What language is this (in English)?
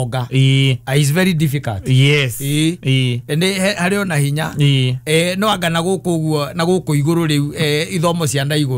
Kikuyu